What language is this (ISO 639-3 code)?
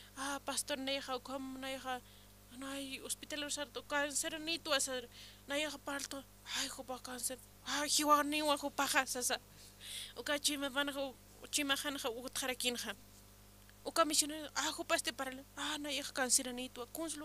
aym